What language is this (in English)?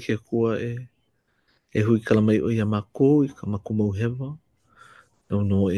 Hawaiian